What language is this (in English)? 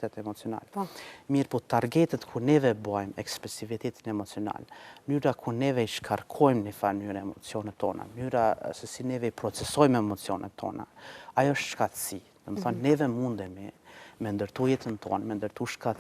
Albanian